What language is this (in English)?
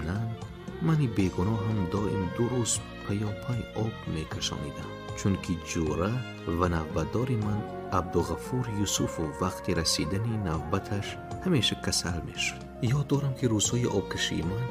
Tajik